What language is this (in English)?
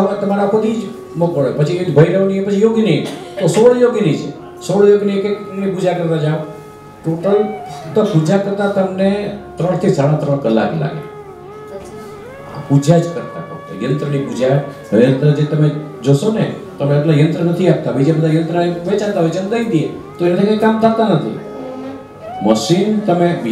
Gujarati